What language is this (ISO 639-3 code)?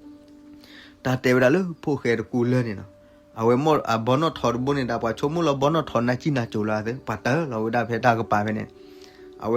ksw